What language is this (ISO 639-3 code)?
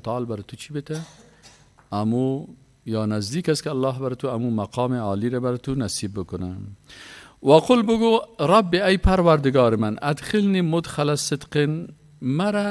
fas